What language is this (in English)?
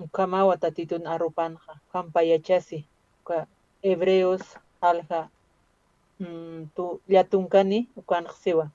Aymara